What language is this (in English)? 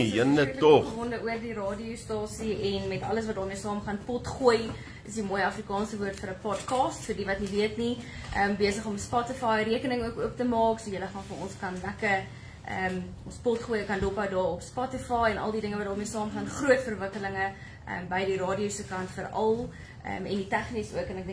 Afrikaans